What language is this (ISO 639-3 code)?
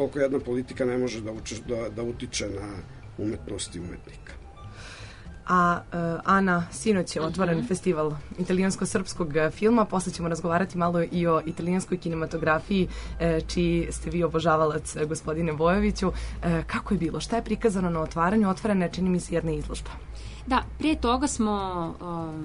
srp